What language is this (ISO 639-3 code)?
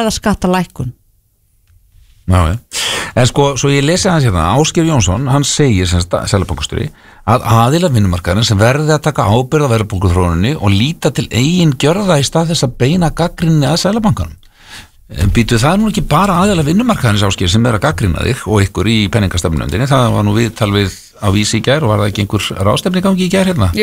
isl